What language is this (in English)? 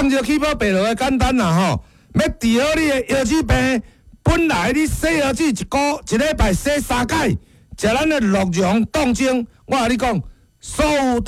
Min Nan Chinese